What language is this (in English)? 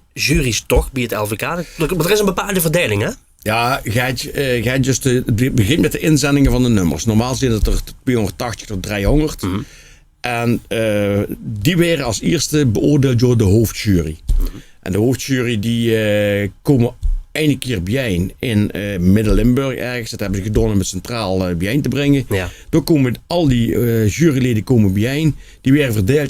Limburgish